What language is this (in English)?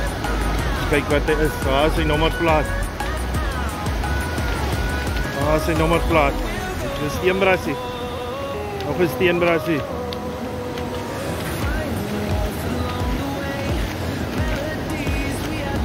Afrikaans